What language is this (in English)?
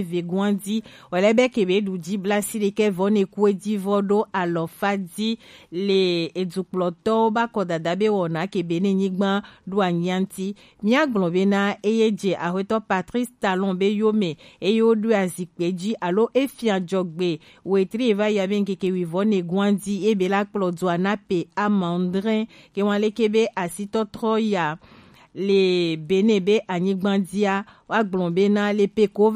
Gen